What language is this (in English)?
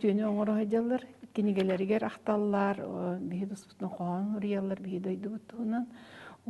Yakut